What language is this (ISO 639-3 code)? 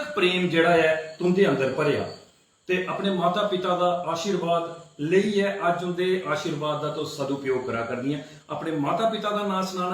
doi